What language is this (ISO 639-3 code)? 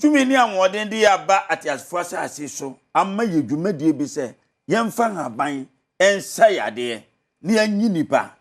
aka